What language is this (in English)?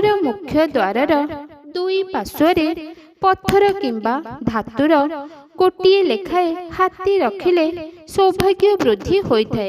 Odia